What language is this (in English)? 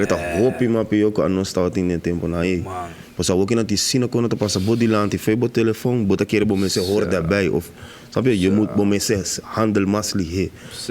Papiamento